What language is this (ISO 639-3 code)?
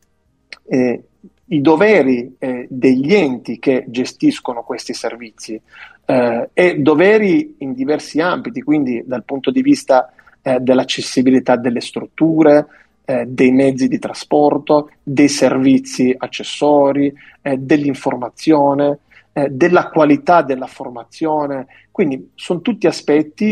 ita